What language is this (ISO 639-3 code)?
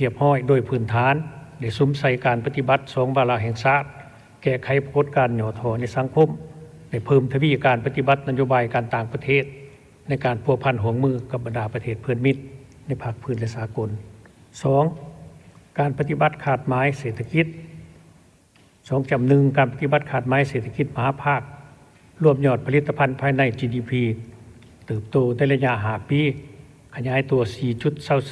lao